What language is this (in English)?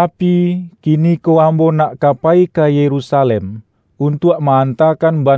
Minangkabau